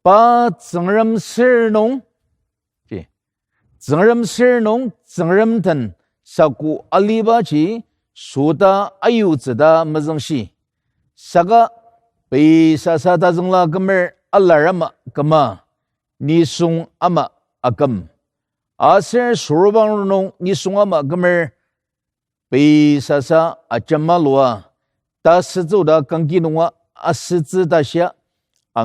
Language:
Ao Naga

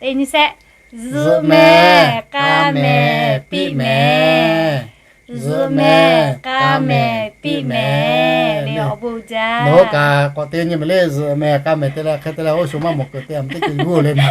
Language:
Lahu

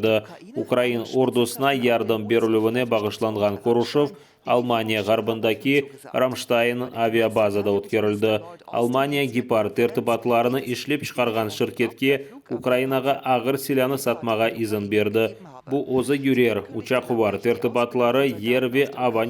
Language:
Crimean Tatar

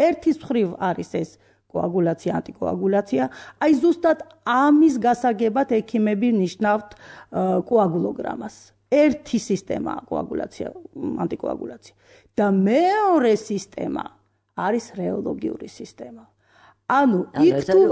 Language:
Georgian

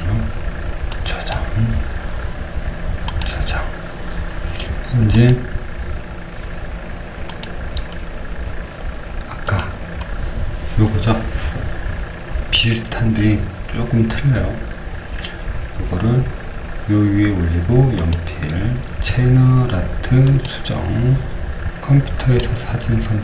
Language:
Korean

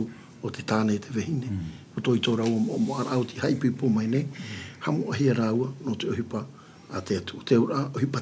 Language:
Tahitian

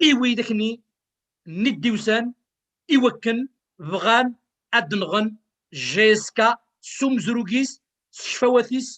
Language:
Kabyle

